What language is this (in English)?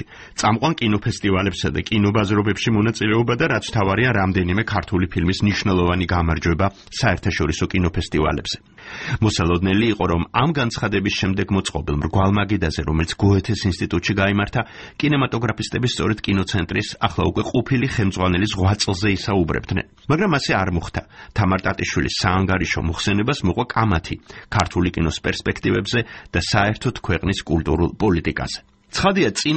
Georgian